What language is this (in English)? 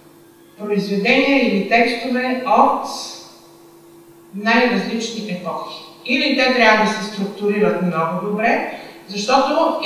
Bulgarian